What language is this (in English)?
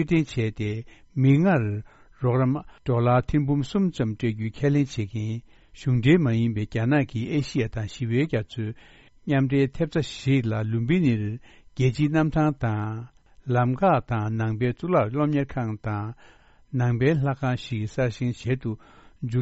Tibetan